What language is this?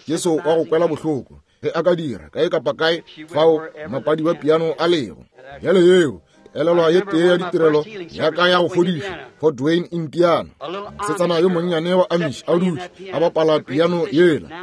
Northern Sotho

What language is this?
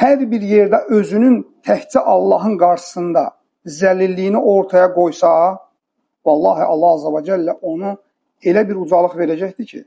Azerbaijani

